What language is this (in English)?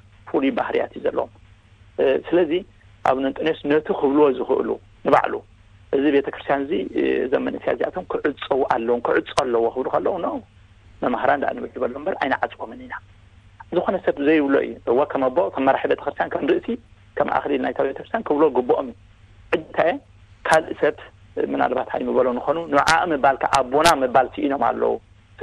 Tigrinya